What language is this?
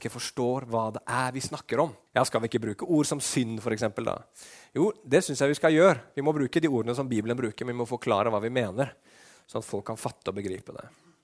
Norwegian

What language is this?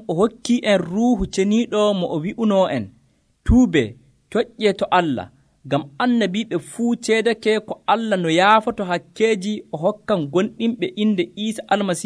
Nigerian Fulfulde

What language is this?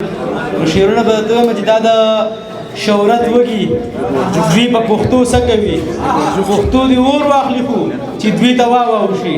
Pashto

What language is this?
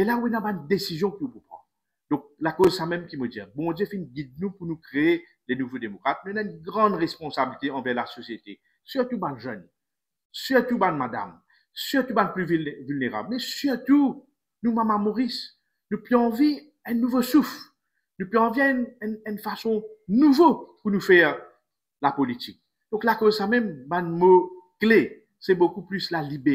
Morisyen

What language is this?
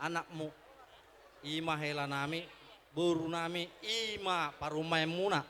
Batak Toba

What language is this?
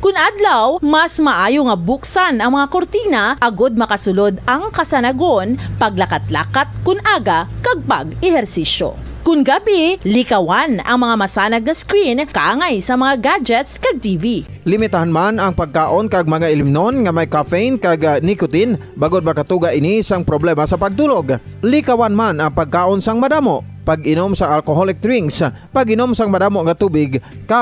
Hiligaynon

